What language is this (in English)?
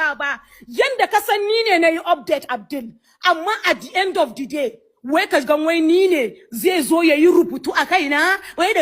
Hausa